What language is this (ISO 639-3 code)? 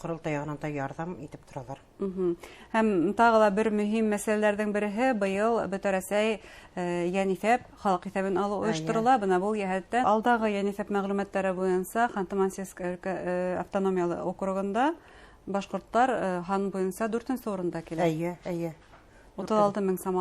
bak